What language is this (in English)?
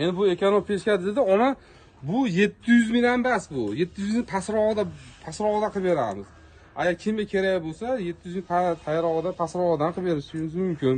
Uzbek